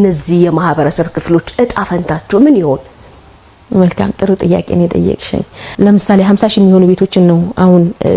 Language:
Amharic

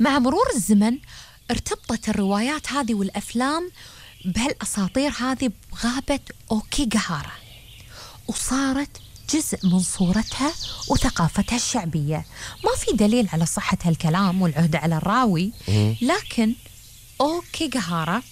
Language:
Gulf Arabic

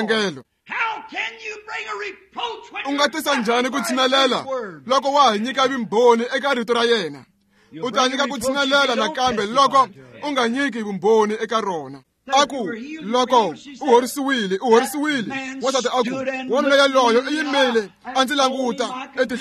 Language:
Tsonga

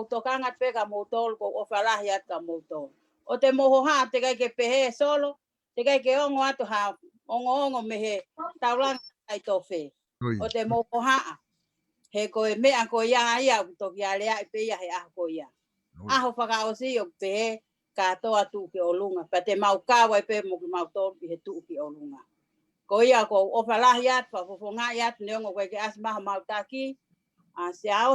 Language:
Tongan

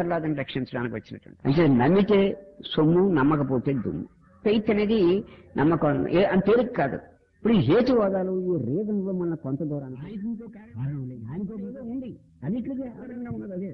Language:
Telugu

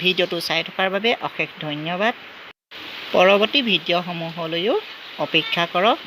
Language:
Assamese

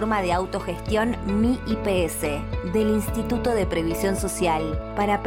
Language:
Spanish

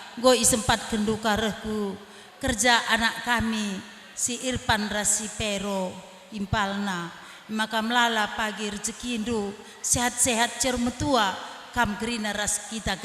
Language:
Batak Karo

